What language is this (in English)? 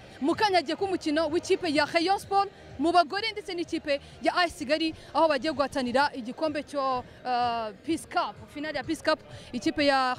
Kinyarwanda